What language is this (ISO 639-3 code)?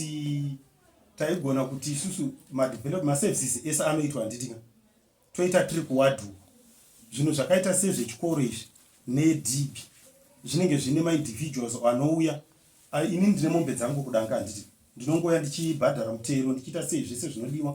sna